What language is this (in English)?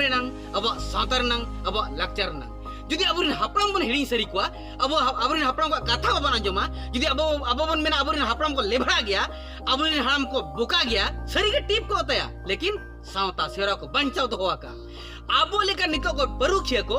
Santali